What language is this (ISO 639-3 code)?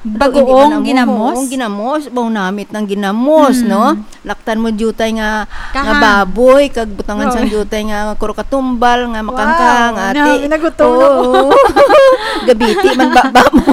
hil